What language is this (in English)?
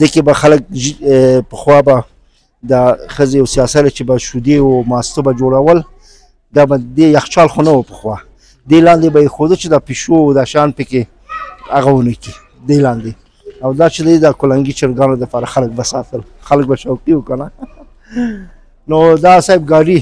Pashto